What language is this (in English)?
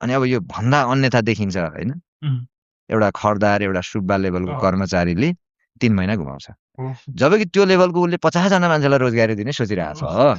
Nepali